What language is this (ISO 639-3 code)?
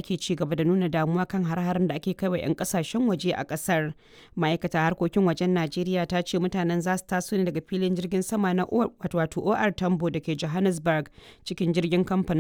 hau